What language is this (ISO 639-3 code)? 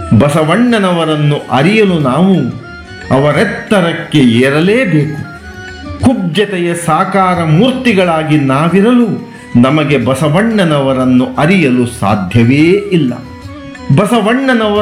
kan